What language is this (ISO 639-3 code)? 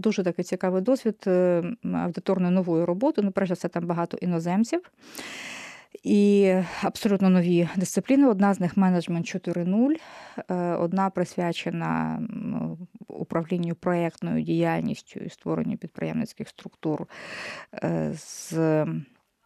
ukr